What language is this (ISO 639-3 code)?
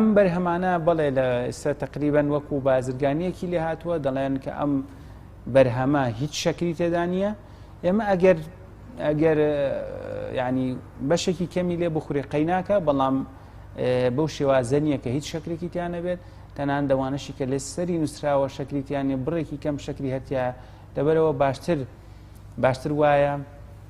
ckb